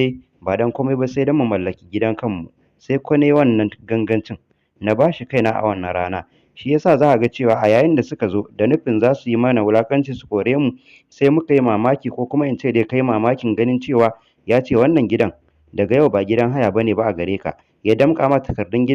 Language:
Hausa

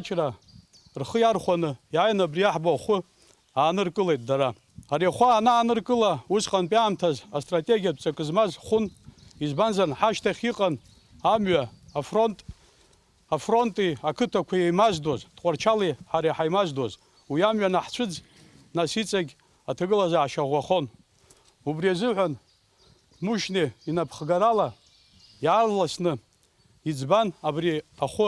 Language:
Abkhazian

